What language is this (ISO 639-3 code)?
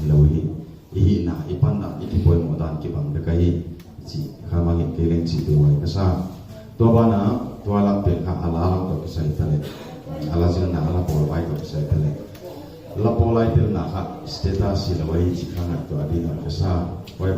pck